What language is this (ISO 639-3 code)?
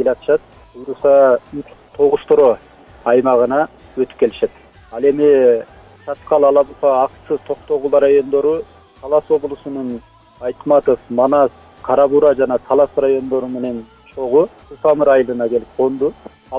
kir